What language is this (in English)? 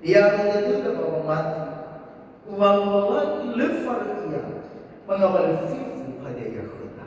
Nias